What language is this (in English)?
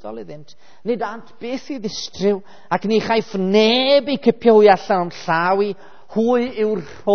Welsh